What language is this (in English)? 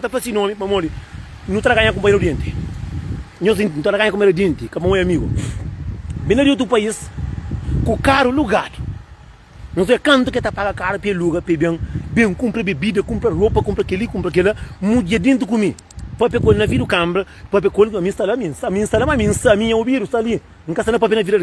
Kabuverdianu